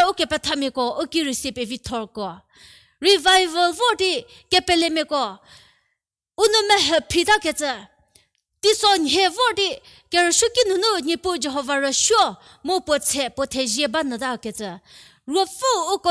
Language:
Angami Naga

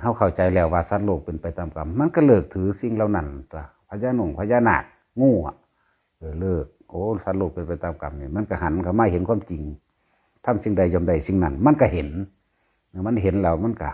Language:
Northeastern Thai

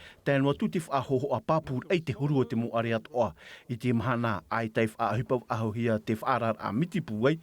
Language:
Tahitian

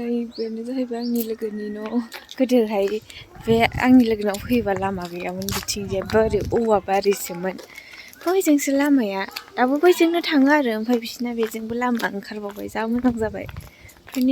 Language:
Bodo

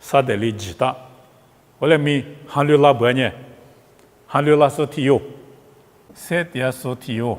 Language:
Lisu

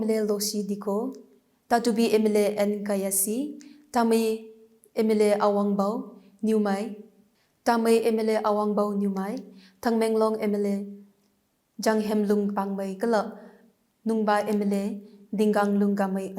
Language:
Tangkhul Naga (India)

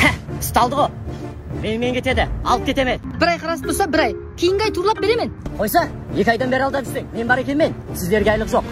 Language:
Kara-Kalpak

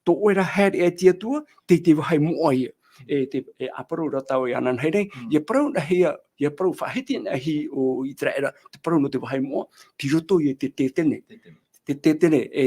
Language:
Tahitian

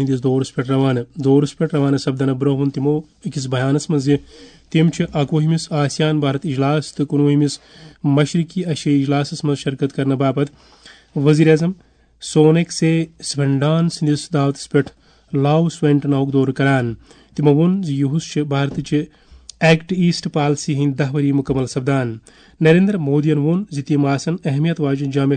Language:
Kashmiri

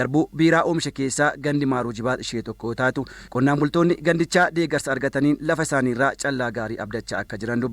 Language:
Oromo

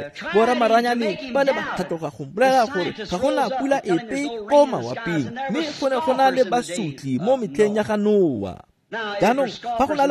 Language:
Tswana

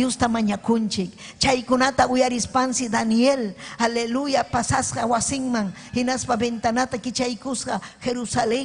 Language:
Ayacucho Quechua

